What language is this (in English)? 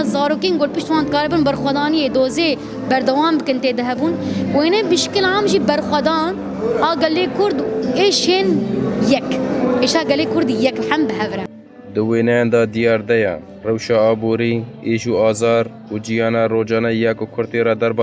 Kurdish